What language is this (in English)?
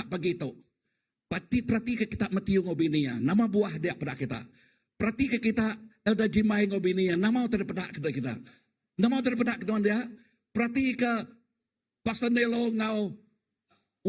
Iban